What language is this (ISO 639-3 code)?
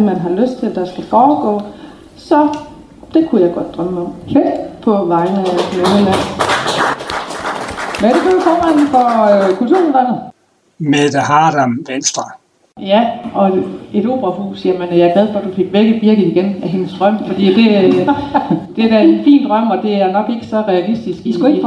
dan